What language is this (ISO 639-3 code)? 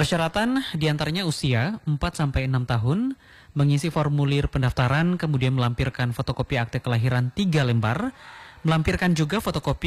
ind